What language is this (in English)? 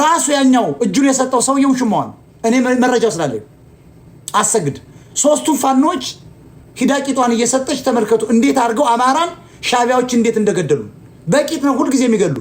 Amharic